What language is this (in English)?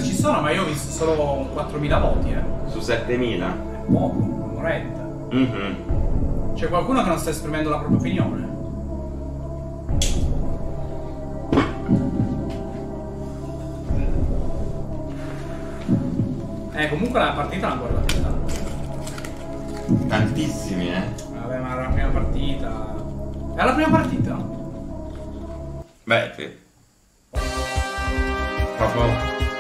Italian